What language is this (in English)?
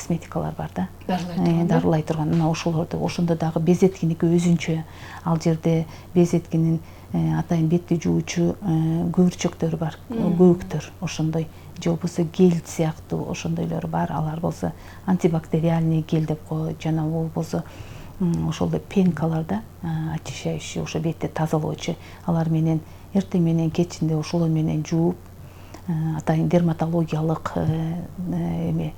Kyrgyz